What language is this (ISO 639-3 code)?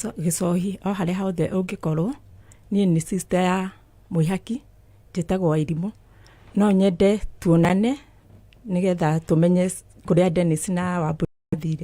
kik